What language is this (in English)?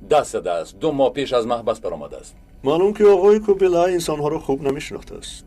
Tajik